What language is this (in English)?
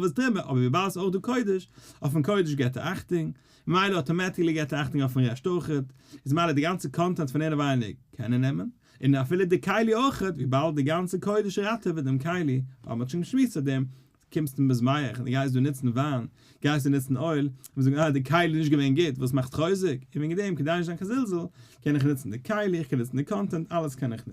Yiddish